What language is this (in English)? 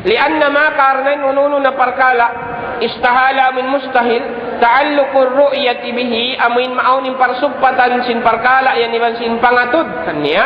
Tausug